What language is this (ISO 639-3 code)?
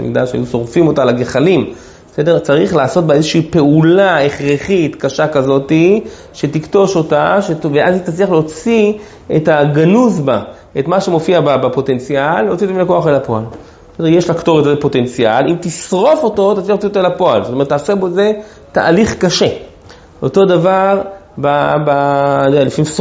heb